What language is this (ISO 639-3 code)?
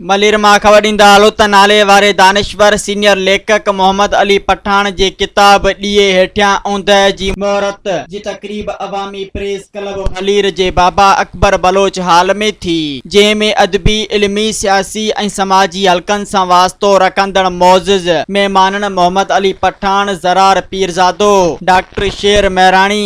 snd